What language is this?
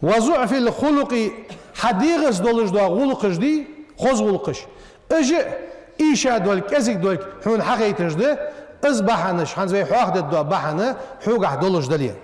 Ingush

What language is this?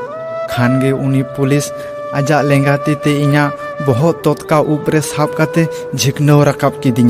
Santali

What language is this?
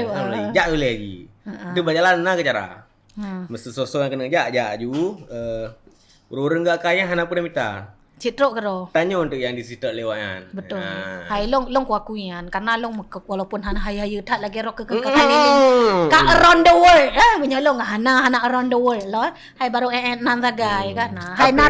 Achinese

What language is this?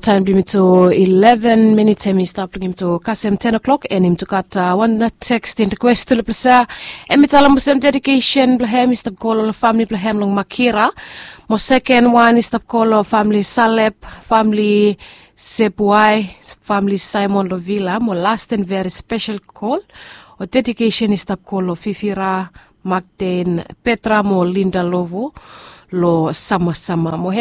Bislama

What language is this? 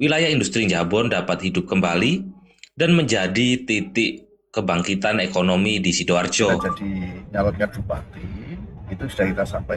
Indonesian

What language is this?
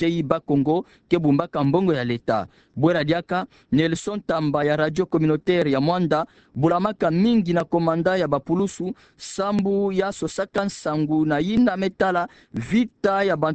Kituba (Democratic Republic of Congo)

